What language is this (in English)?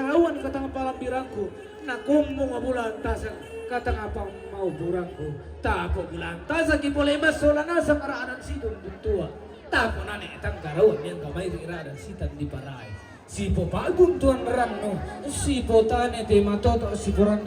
Toraja-Sa'dan